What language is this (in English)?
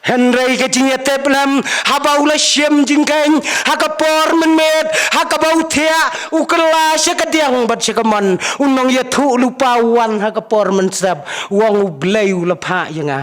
Khasi